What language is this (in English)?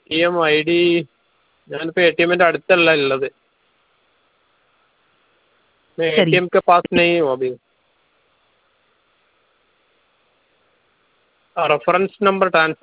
Malayalam